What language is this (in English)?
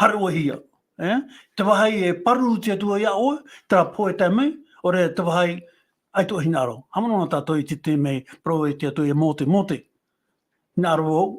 Tahitian